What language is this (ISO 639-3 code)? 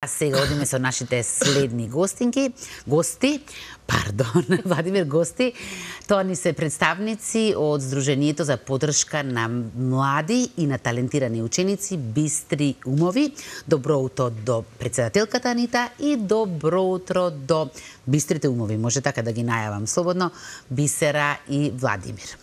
mkd